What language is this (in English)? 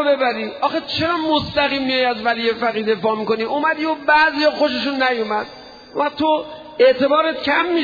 Persian